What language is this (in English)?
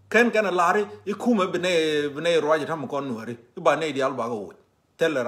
Nuer